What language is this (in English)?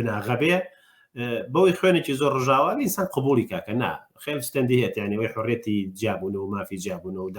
Central Kurdish